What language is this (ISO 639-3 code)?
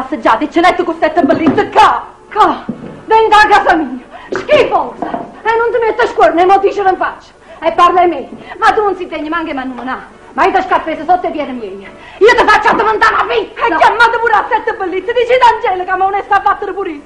nap